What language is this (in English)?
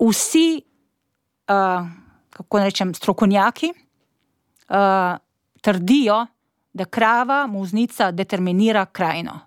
Slovenian